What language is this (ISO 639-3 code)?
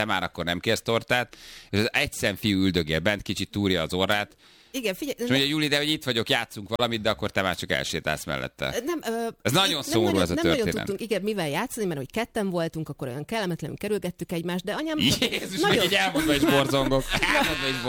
hun